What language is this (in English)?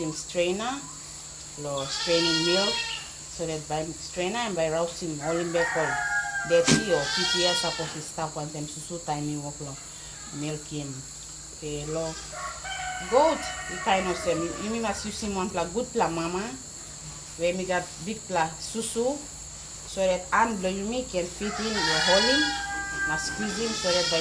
Tok Pisin